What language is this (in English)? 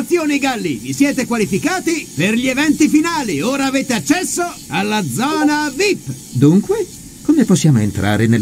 Italian